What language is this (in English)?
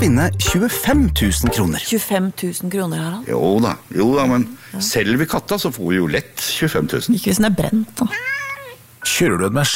Norwegian